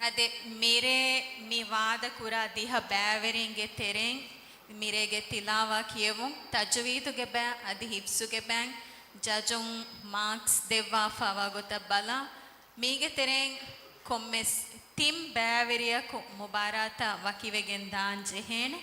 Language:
Divehi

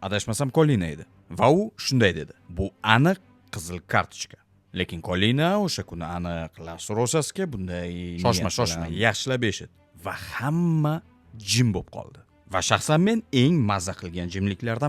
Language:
Uzbek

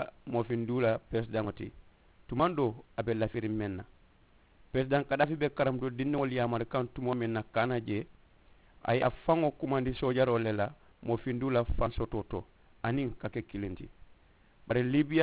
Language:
Mandingo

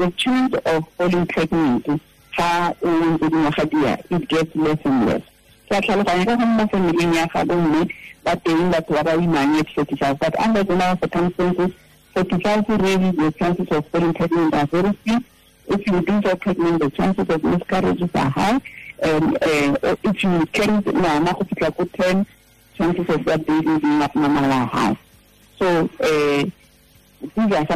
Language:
Tswana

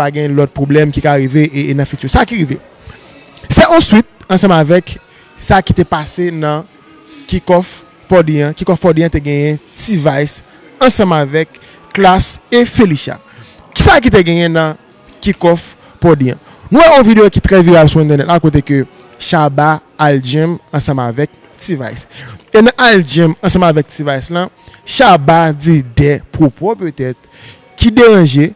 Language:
Haitian Creole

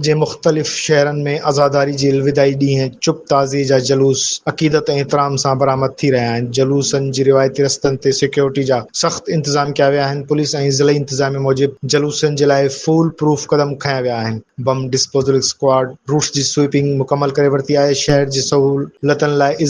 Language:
Sindhi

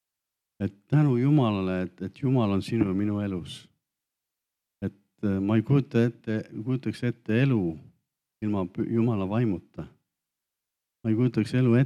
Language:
Estonian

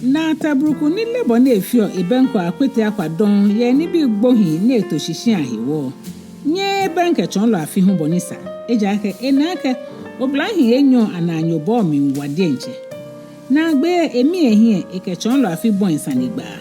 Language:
Ga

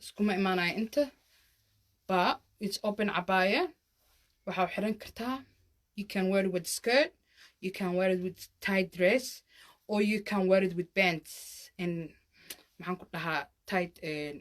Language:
Somali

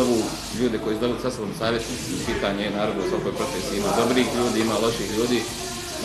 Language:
Bosnian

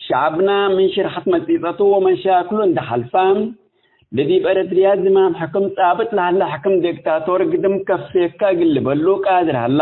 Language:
Tigre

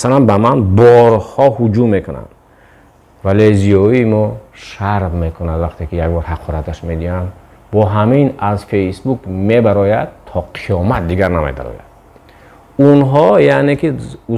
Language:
Tajik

